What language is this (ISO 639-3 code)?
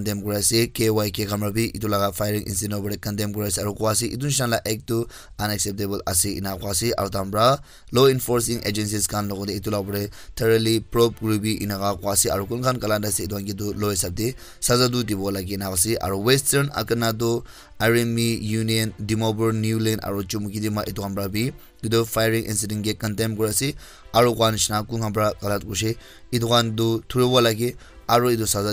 nag